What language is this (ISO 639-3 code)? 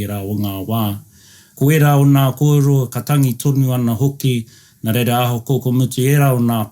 mri